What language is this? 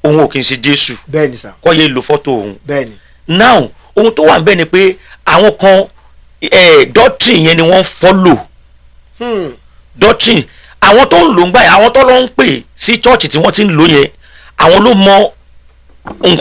Yoruba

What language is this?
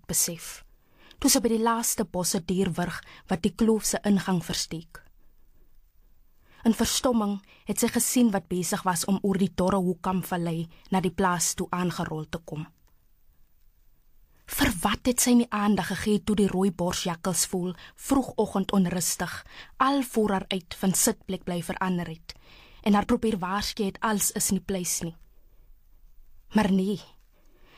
Afrikaans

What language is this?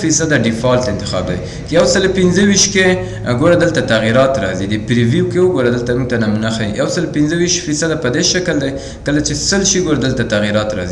Pashto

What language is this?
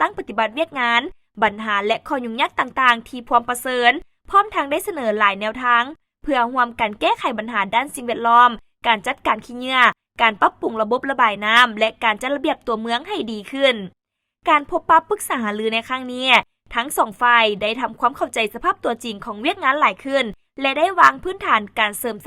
Lao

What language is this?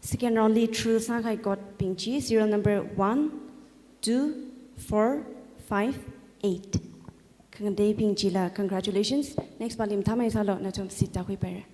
Tangkhul Naga (India)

